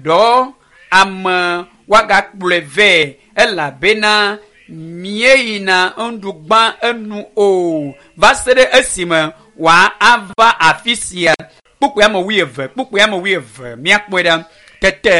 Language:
Ewe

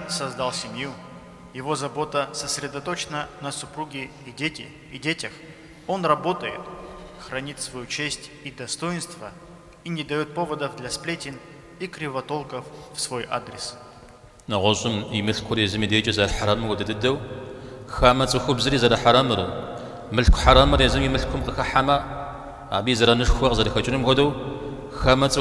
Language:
Kabardian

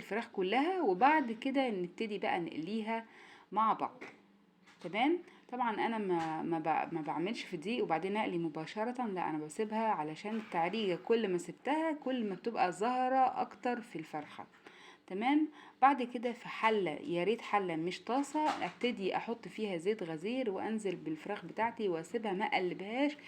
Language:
Egyptian Arabic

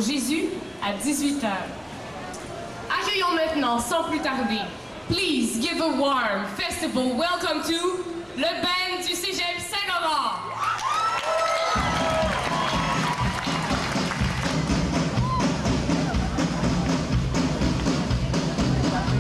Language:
French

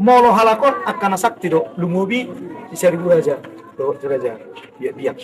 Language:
Batak Toba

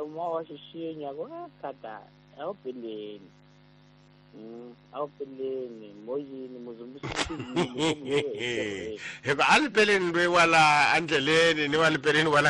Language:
Tsonga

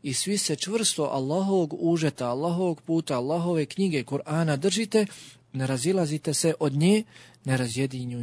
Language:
Bosnian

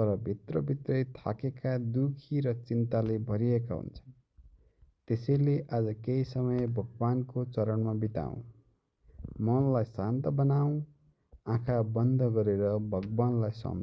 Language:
Nepali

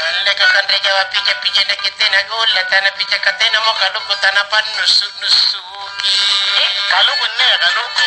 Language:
Makasar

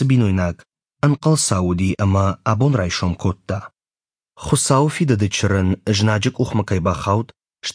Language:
Ossetic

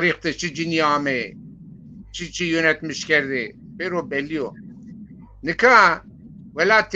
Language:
Zaza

